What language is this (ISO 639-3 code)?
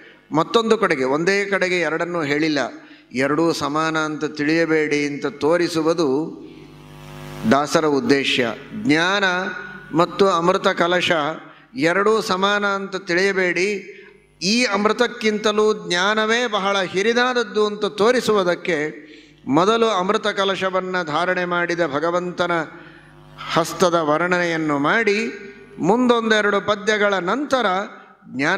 kan